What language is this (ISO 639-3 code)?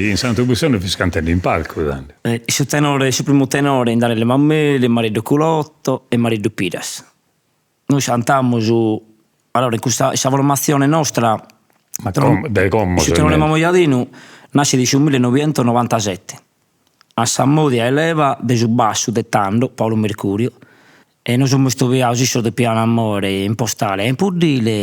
srd